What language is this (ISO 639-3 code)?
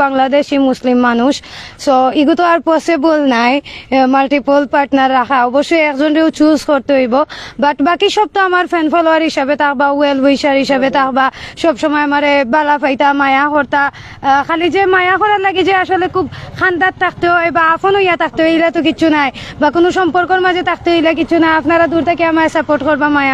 syl